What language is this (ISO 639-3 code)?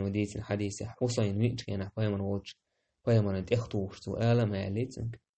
che